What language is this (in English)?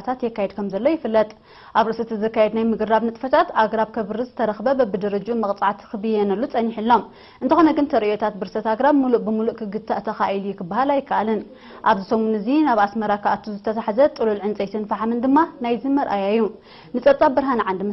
Tigrinya